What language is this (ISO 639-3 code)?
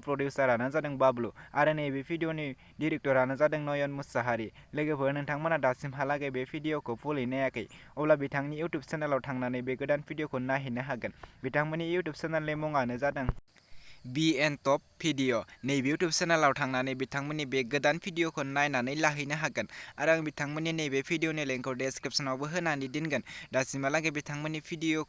brx